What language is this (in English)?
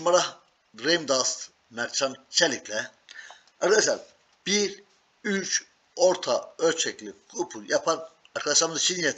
Turkish